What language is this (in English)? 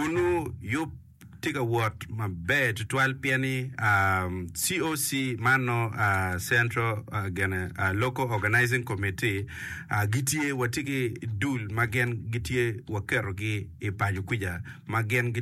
Acoli